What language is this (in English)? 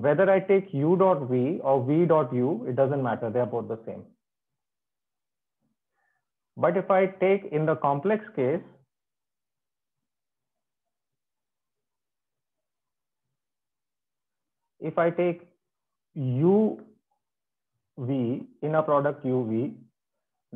English